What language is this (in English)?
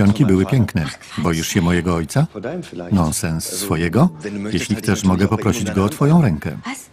Polish